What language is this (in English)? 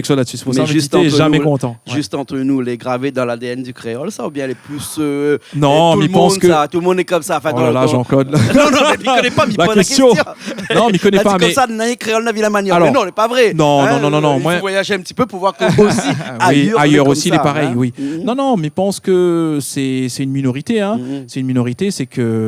Réunion Creole French